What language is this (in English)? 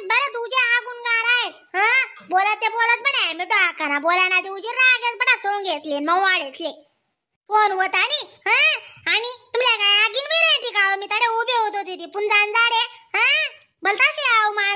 Khandesi